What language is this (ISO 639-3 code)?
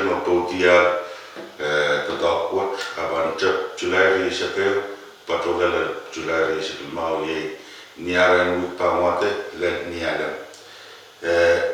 pon